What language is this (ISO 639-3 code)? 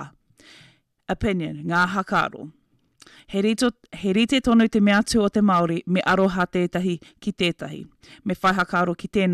mri